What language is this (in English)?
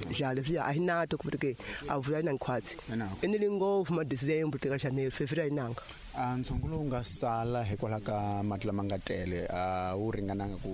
Tsonga